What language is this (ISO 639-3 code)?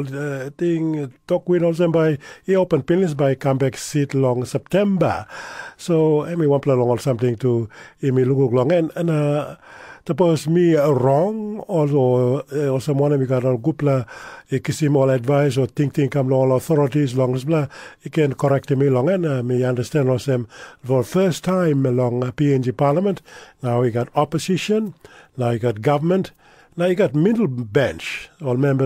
tpi